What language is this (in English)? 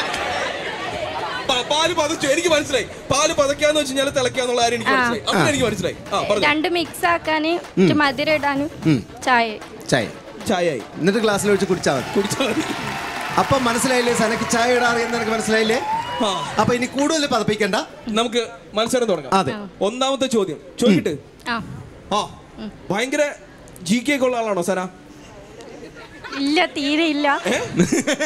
Malayalam